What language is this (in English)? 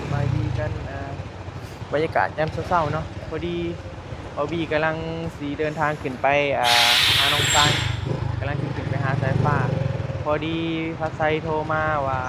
Northeastern Thai